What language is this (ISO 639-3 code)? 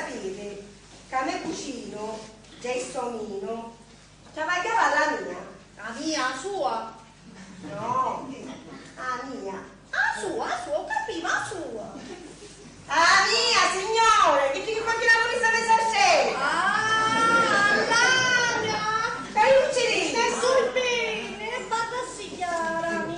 scn